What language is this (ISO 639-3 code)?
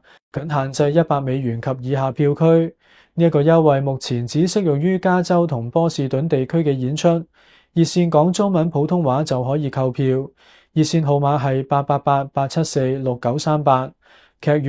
yue